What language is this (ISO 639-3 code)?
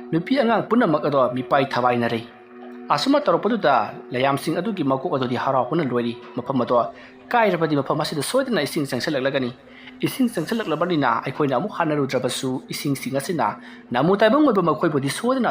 mni